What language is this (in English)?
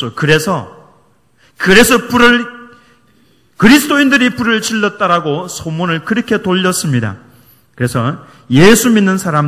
Korean